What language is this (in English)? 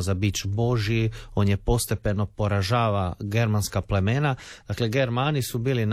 Croatian